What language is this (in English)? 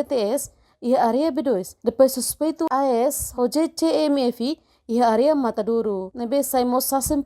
Tetum